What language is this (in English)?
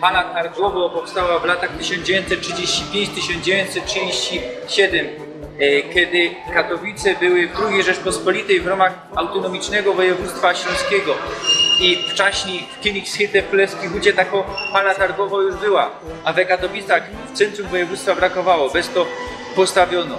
Silesian